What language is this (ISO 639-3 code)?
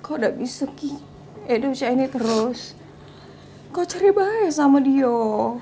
mui